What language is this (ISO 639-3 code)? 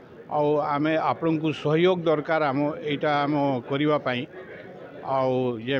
ori